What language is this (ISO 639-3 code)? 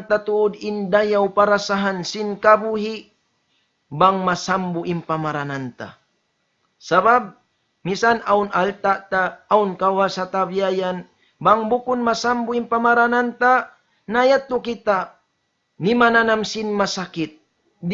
tsg